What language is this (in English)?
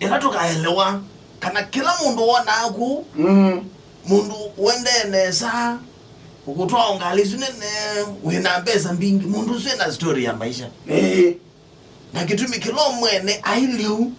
Kamba